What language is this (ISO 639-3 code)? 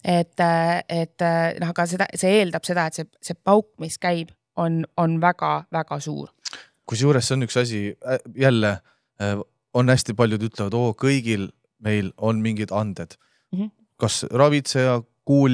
est